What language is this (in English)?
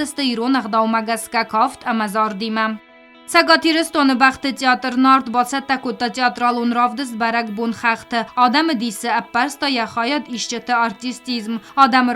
Ossetic